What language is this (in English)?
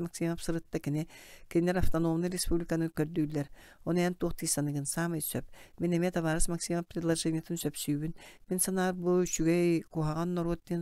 Yakut